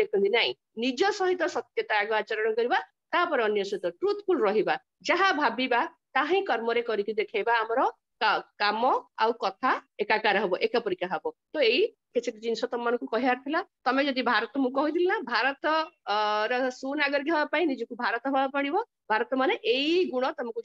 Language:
Odia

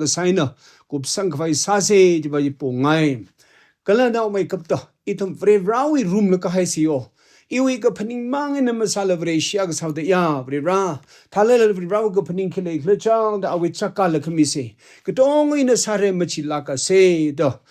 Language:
Tangkhul Naga (India)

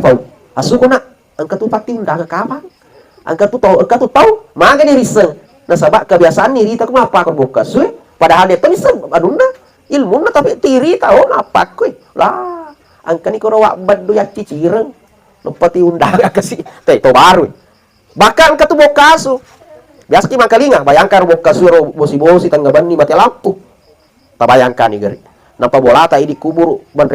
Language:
Buginese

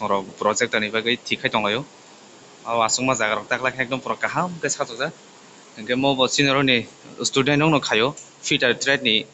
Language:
Kok Borok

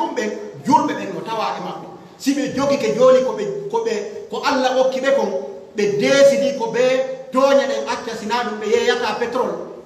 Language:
Pular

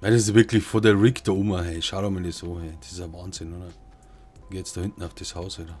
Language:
Bavarian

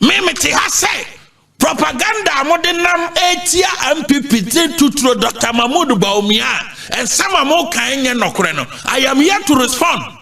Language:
Akan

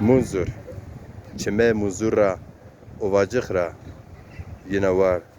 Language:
Zaza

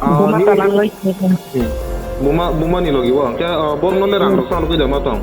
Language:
Kok Borok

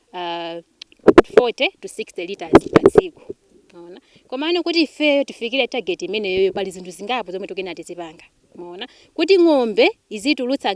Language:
Nyanja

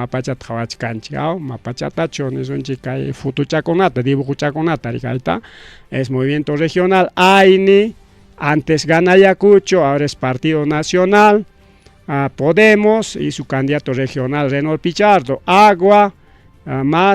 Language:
Ayacucho Quechua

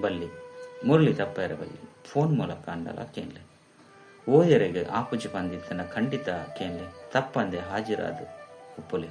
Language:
Tulu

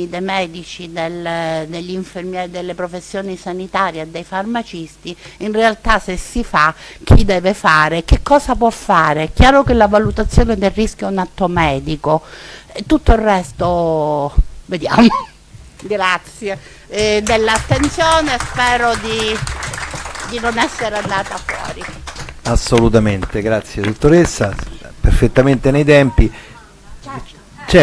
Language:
Italian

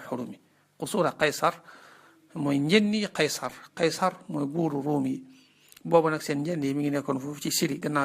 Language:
Wolof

